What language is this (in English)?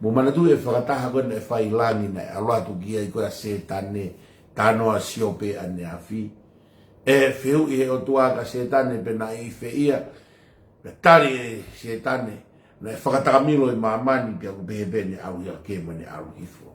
Tongan